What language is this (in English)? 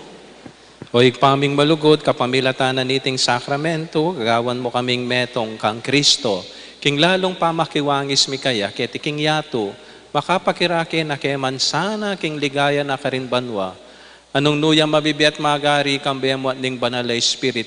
Pampanga